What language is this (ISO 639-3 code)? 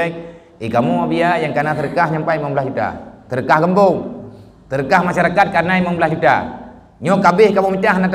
ace